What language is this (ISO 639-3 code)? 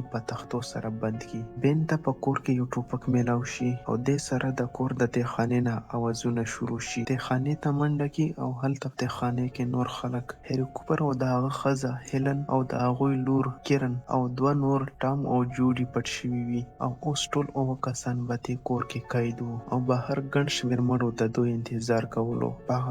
pus